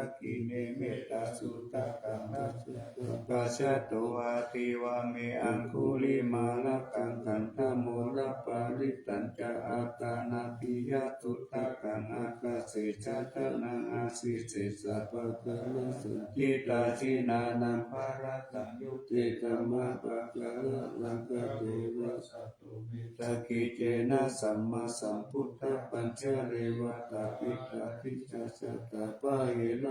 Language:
Pali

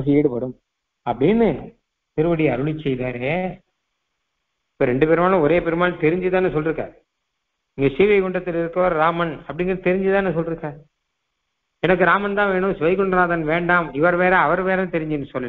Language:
Tamil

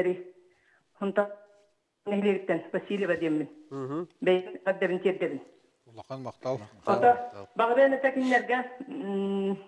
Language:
Yakut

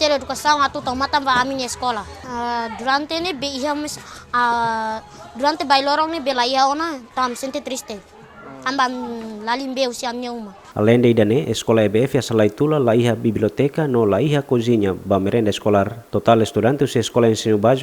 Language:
Tetum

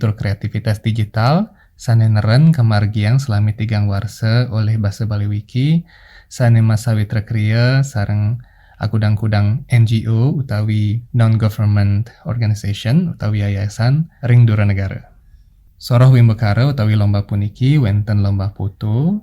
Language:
Balinese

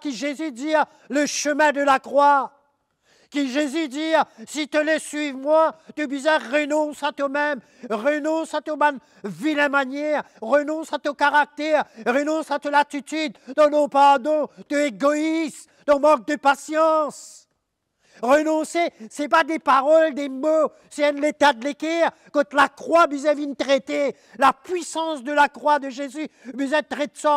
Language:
Morisyen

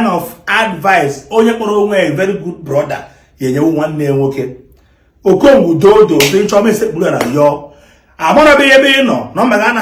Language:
Igbo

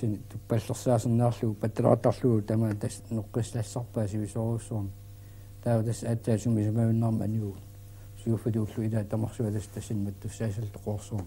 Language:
Kalaallisut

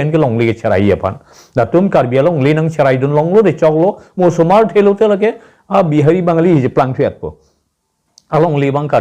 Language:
Karbi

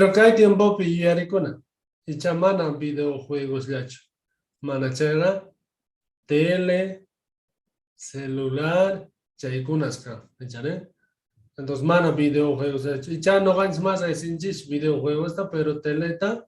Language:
Quechua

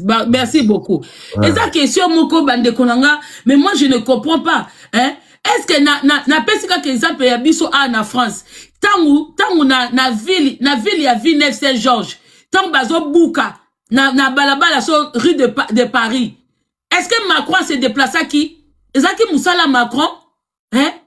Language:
Lingala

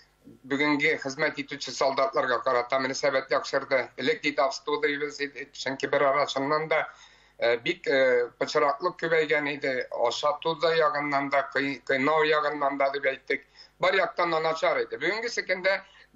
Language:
Tatar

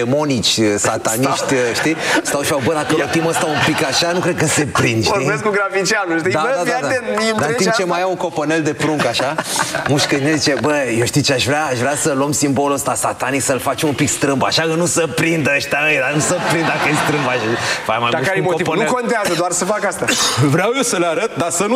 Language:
Romanian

